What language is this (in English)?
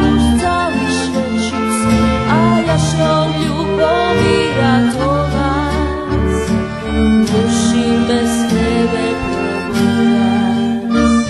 Rusyn